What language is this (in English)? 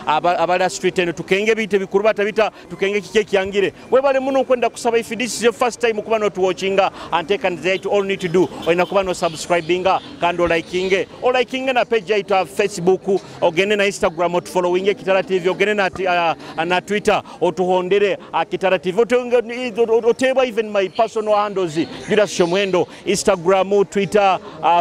Nyoro